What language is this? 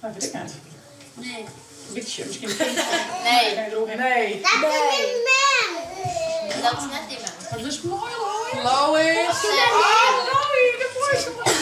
Western Frisian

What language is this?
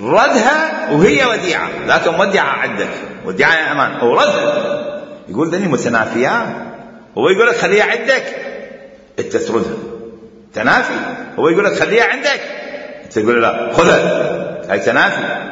Mesopotamian Arabic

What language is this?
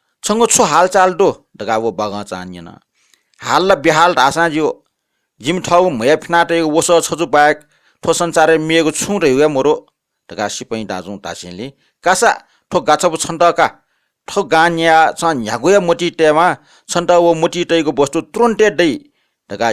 Newari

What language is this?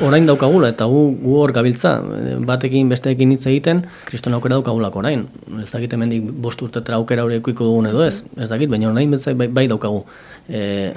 Basque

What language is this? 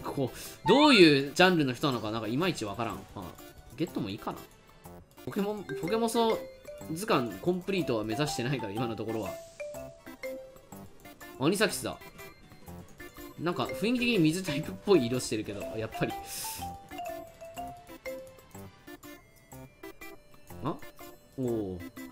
Japanese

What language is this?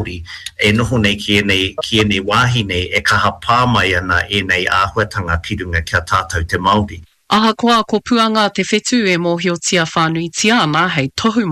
Māori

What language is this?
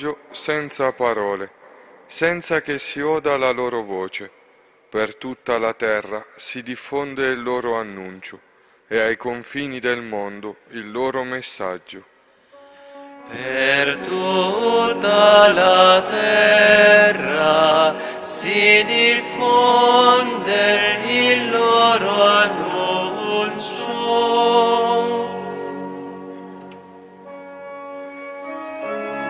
Italian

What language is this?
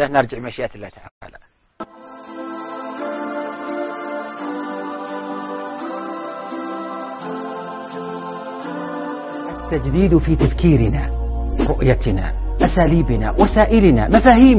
Arabic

